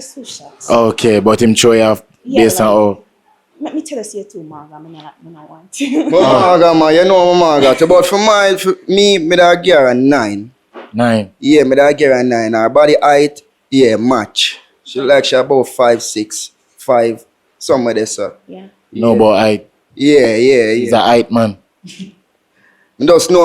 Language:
Jamaican Creole English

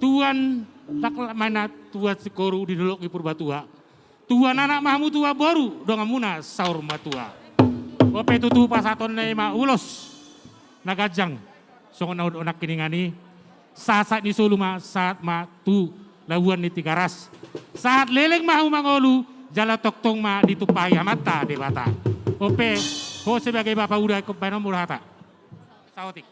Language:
Batak Toba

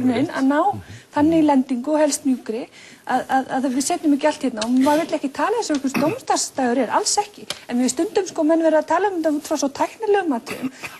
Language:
Icelandic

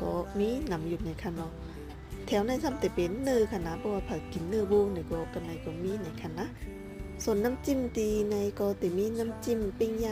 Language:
Shan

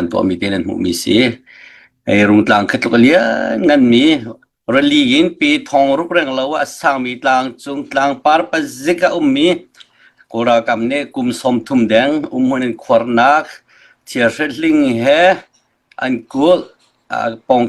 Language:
Hakha Chin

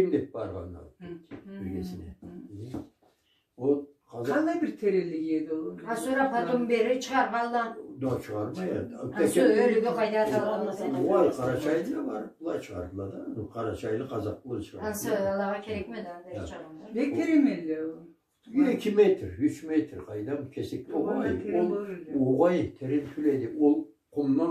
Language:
Karachay-Balkar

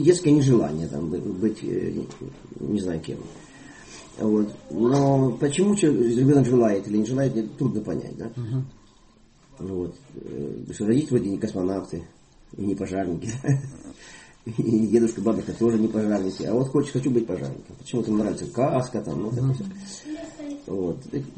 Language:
Russian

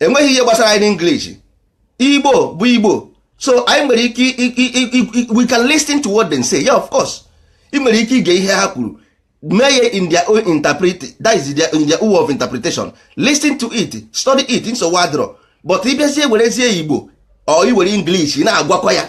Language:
Igbo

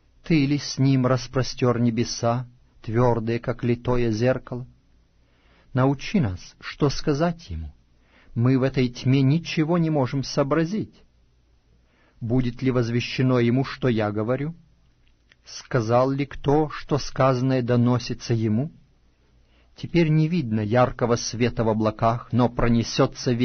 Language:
Russian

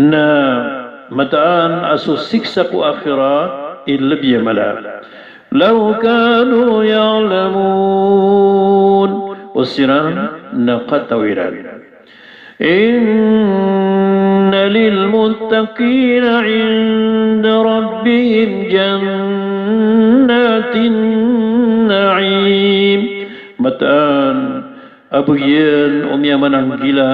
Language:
Maranao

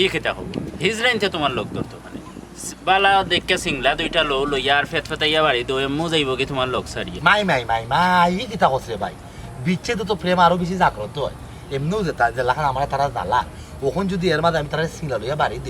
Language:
Sylheti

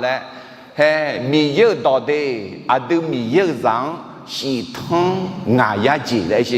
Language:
Akha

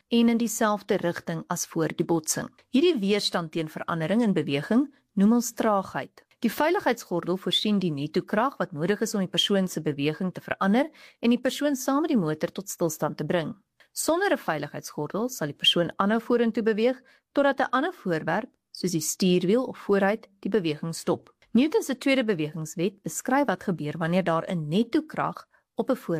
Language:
Afrikaans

